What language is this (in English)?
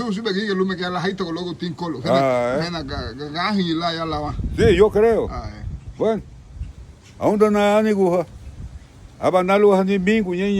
Garifuna